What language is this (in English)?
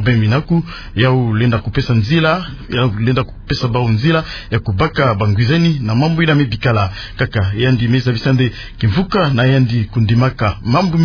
Kituba (Democratic Republic of Congo)